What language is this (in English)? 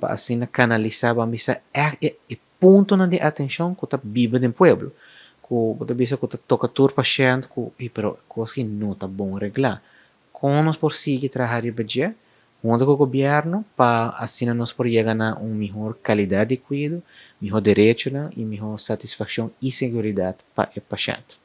Papiamento